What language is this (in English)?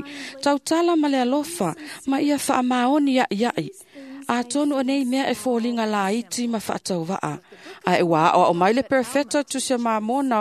Samoan